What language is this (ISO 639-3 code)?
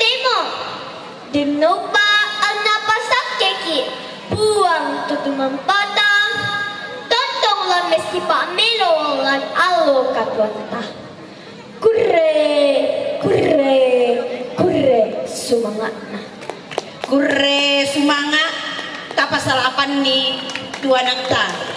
sda